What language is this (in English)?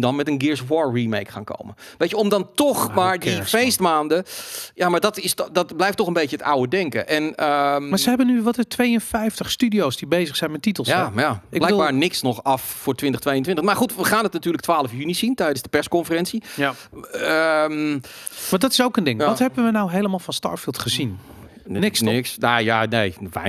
Dutch